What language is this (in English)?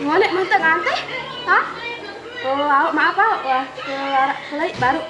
Sasak